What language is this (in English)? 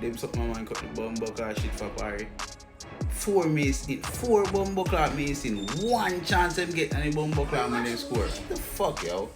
Jamaican Creole English